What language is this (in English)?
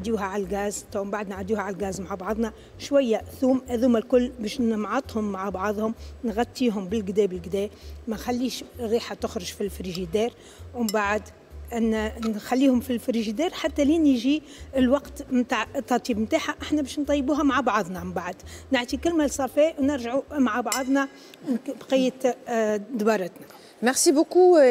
Tunisian Arabic